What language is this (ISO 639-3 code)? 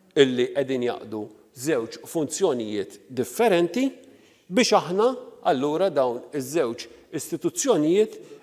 mlt